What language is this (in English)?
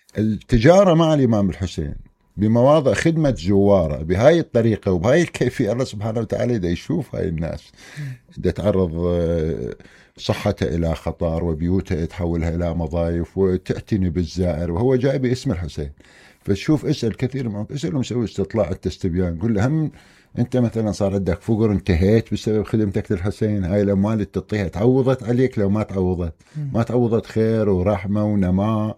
Mesopotamian Arabic